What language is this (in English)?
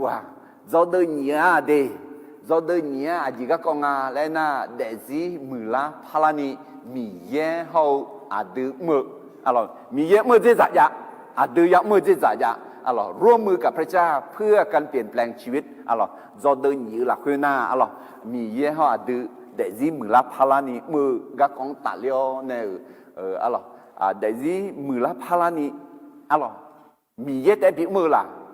Akha